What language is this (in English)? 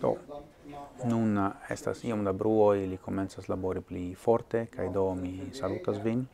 Esperanto